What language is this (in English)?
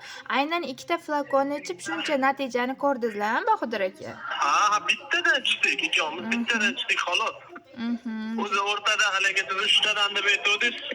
Uzbek